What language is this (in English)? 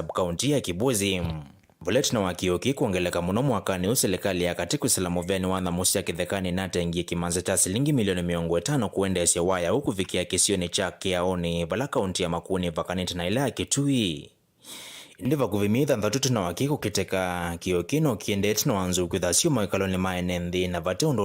Kamba